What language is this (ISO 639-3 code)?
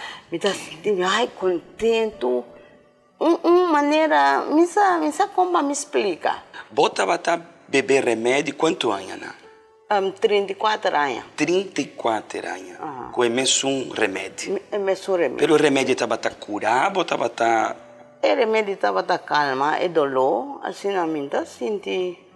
pap